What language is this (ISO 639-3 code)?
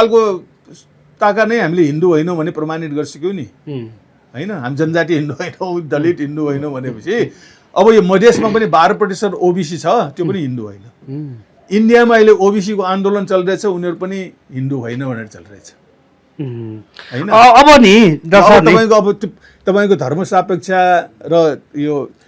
nep